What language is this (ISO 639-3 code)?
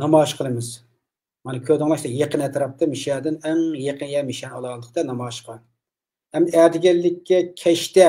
uig